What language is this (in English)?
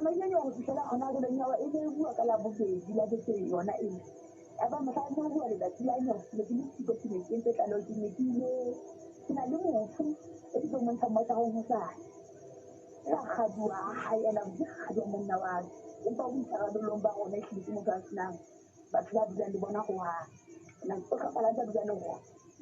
Southern Sotho